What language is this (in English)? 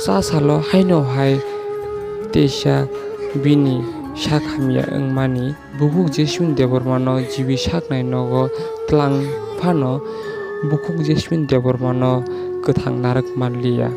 Kok Borok